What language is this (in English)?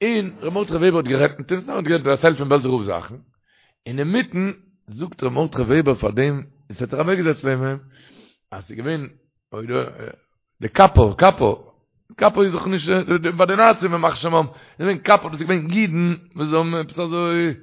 Yiddish